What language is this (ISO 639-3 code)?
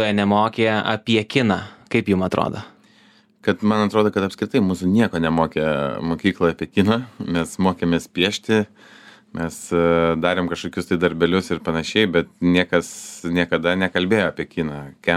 lit